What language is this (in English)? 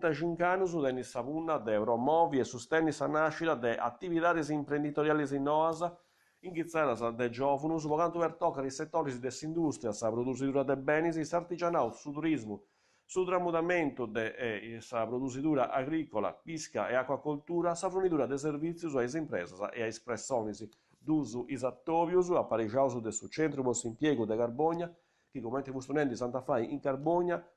Sardinian